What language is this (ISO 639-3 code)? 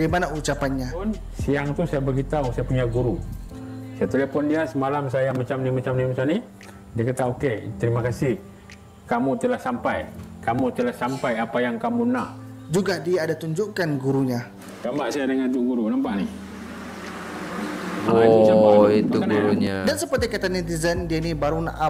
msa